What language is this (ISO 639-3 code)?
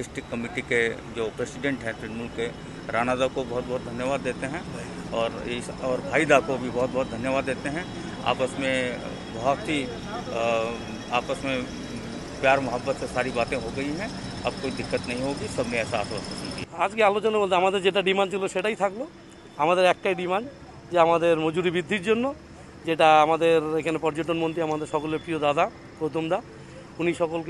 ben